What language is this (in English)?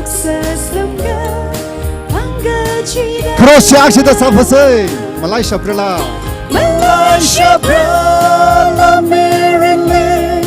Tangkhul Naga (India)